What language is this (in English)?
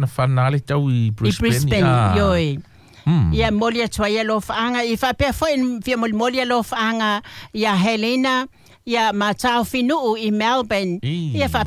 Samoan